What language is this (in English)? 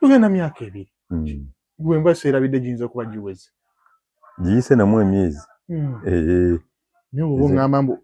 Ganda